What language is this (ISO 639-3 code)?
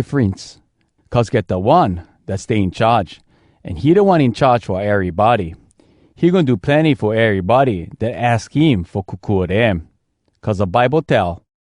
hwc